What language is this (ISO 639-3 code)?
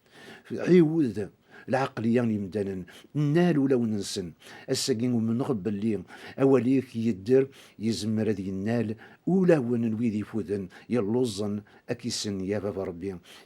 kab